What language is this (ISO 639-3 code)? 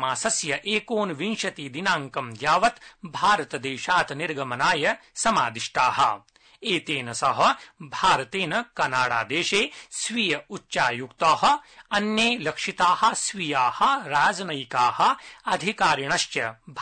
san